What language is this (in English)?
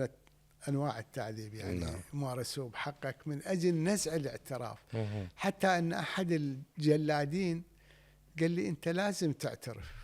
Mesopotamian Arabic